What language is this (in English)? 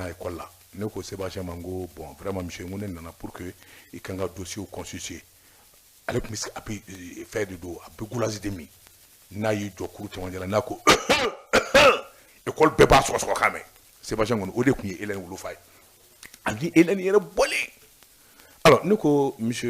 Bambara